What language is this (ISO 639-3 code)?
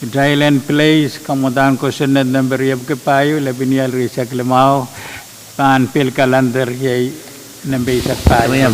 pon